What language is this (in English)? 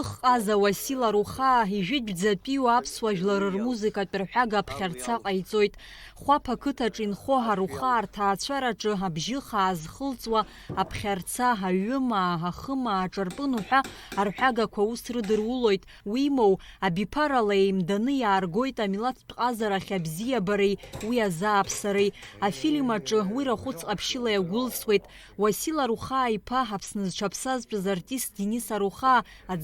Abkhazian